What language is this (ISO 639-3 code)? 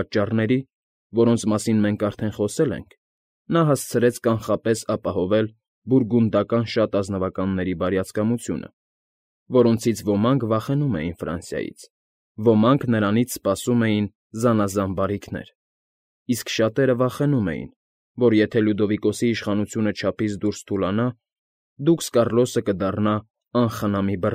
hye